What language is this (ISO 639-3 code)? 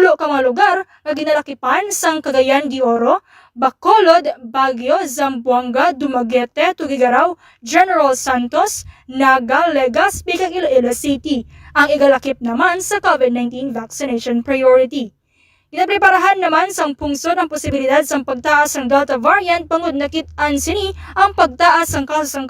hil